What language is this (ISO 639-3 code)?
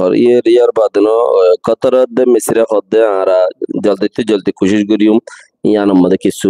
rhg